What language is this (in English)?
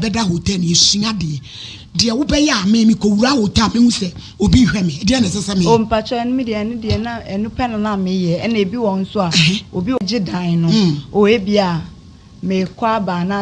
Akan